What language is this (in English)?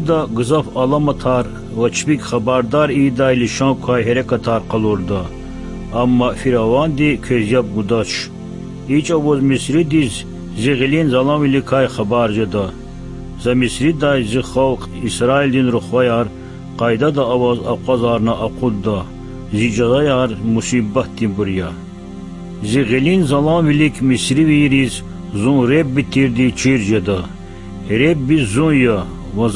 Lezghian